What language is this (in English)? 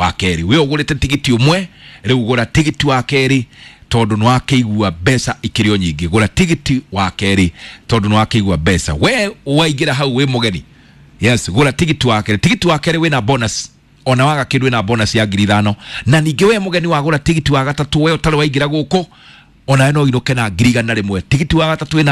Kikuyu